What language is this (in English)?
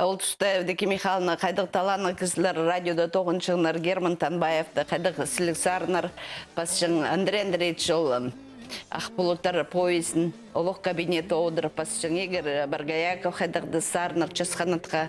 Khakas